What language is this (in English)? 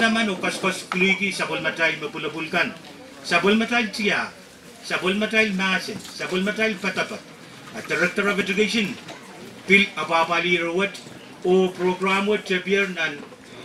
Pohnpeian